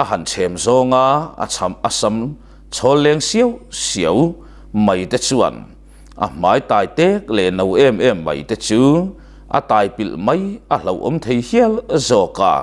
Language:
Mizo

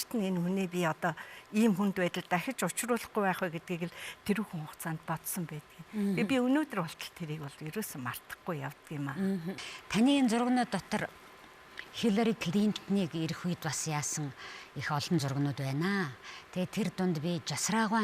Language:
Mongolian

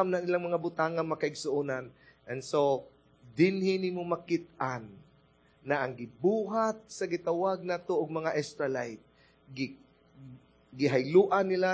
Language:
Cebuano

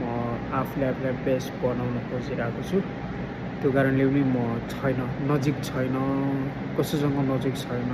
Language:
Nepali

